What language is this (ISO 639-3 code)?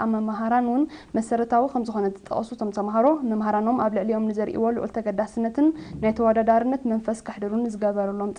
tir